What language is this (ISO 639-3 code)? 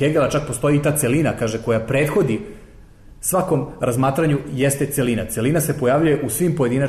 srp